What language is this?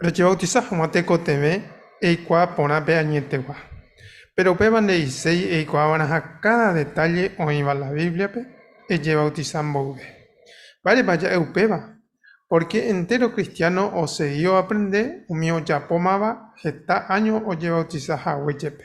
Guarani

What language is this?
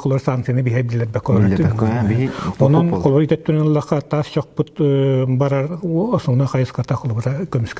Yakut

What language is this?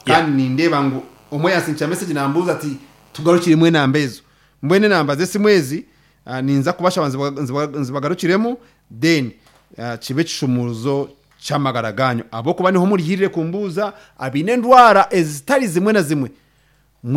Nyankole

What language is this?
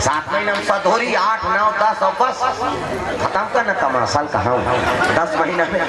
Chhattisgarhi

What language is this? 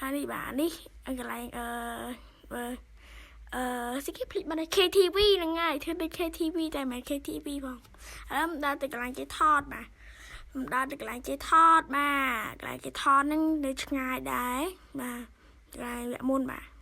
Khmer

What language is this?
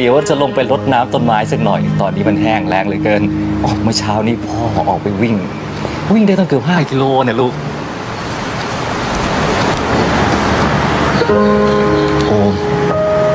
Thai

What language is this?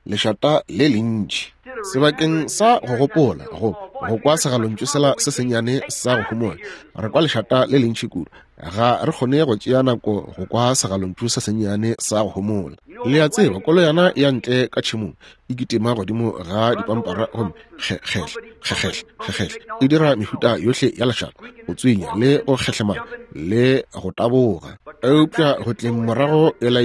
Northern Sotho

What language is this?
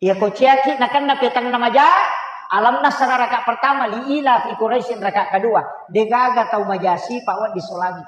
Buginese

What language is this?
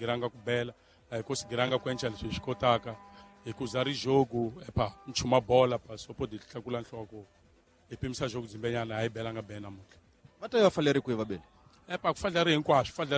Tsonga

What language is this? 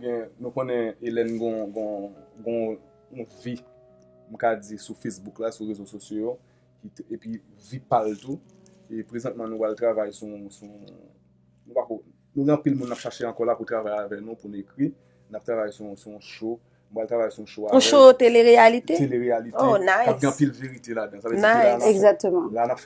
Haitian Creole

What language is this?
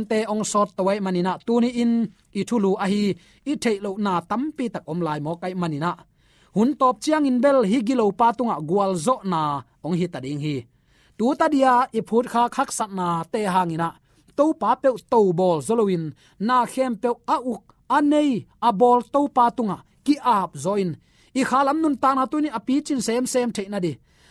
Tedim Chin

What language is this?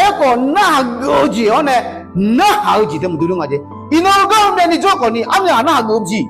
Akha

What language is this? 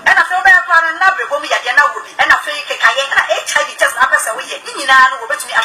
Akan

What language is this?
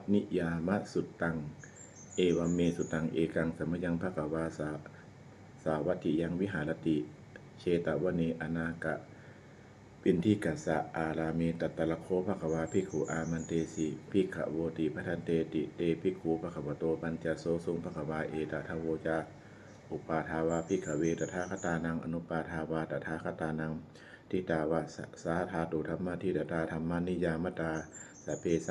Pali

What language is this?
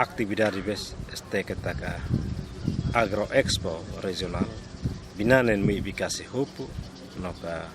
Tetum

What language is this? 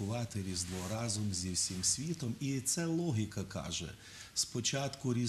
Ukrainian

